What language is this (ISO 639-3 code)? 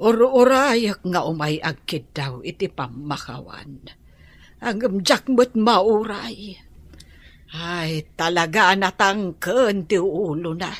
ilo